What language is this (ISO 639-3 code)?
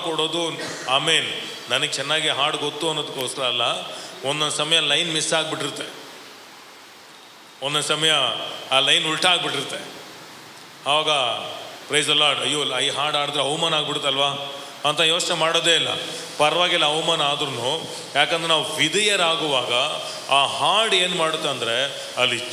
kan